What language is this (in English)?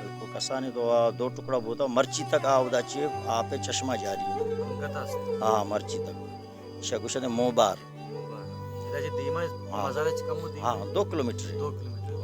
Baluchi